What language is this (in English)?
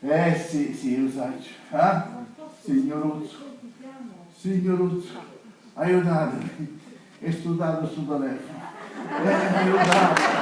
Sicilian